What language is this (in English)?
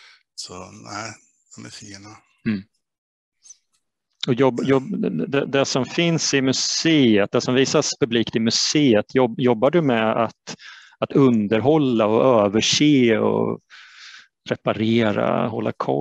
Swedish